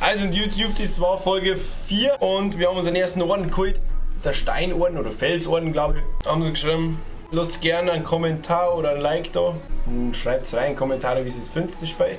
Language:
Bavarian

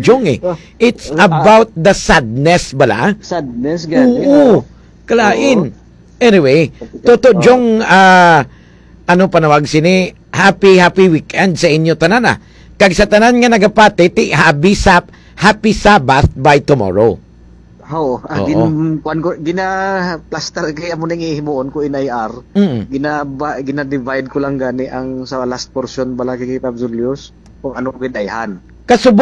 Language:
Hiligaynon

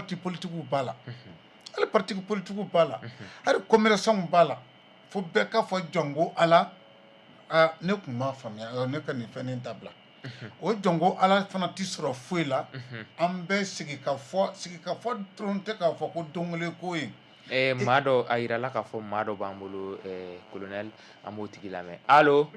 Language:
Bambara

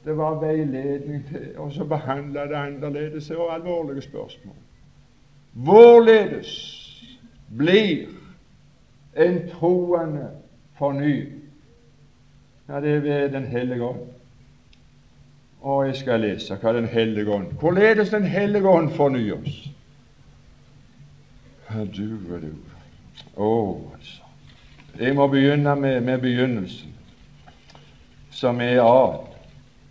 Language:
Norwegian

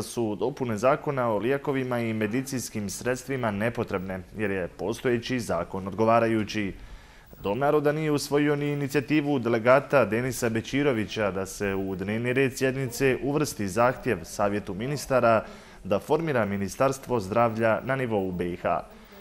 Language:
Bosnian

